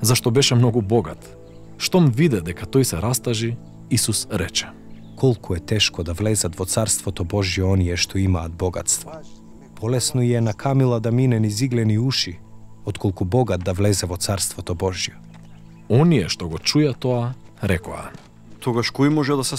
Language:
Macedonian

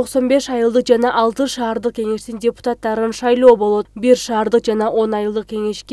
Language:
Kyrgyz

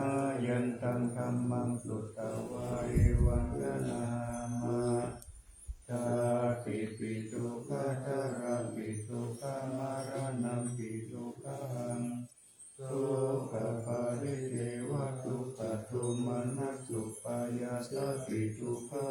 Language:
Pali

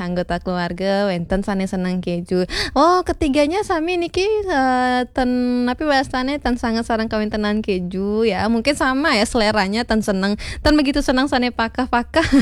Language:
Balinese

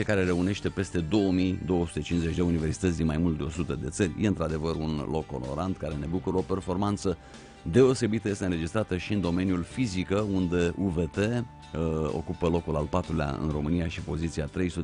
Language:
Romanian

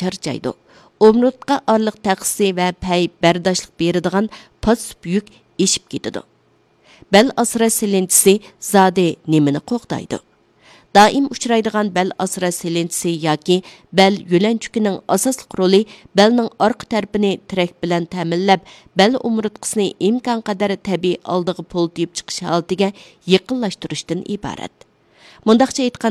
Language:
Uyghur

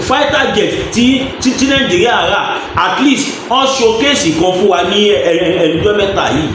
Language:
Yoruba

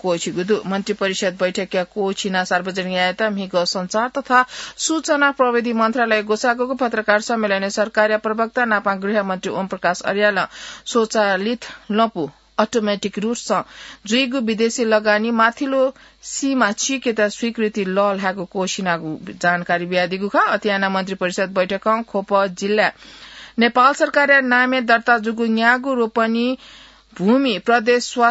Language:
Newari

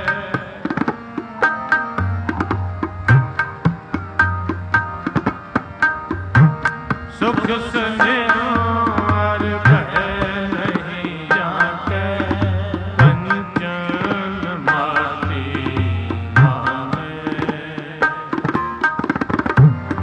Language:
Punjabi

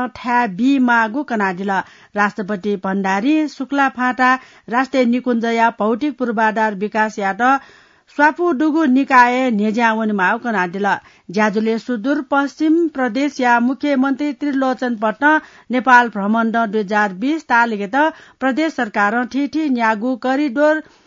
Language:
Newari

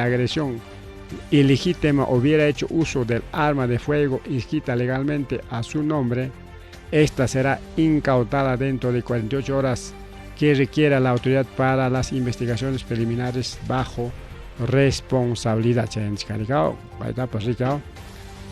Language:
Ayacucho Quechua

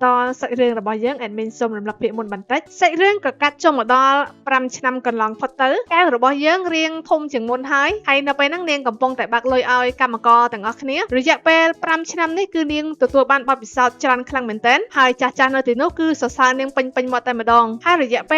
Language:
Khmer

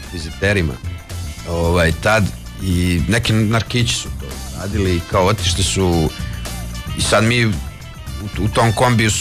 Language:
Serbian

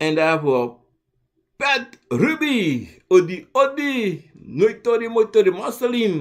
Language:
Sranan Tongo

